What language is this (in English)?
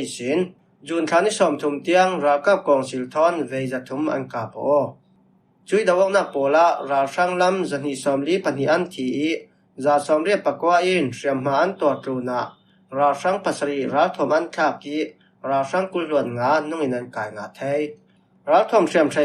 Falam Chin